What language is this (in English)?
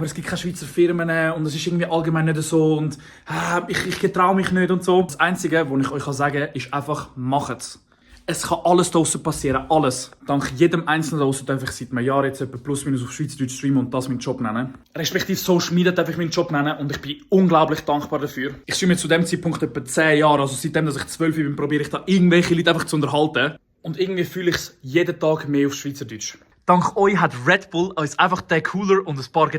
Swiss German